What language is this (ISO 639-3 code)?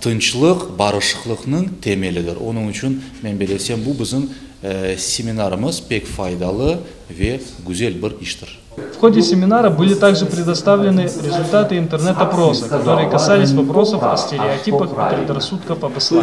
crh